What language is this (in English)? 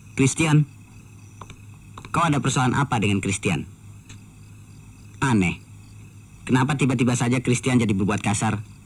Indonesian